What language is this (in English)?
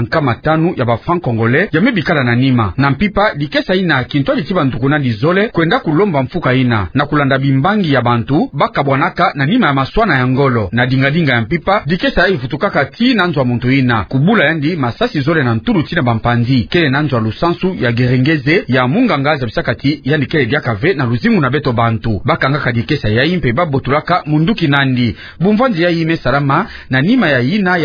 Kituba (Democratic Republic of Congo)